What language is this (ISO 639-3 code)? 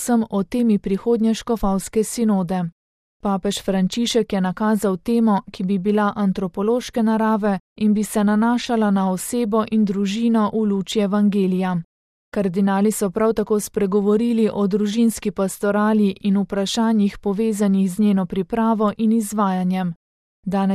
slv